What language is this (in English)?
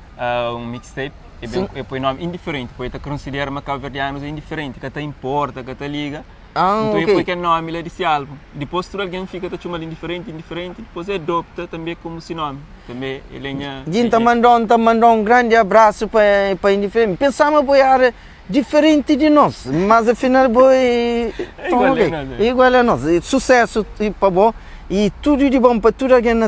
Kabuverdianu